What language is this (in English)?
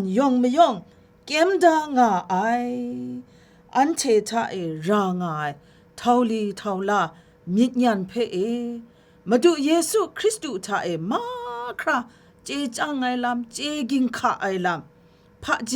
Kachin